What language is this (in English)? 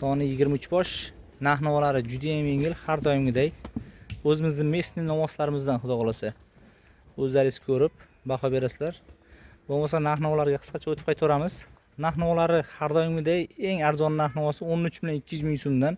Uzbek